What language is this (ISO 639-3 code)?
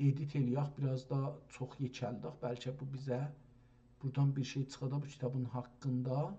azb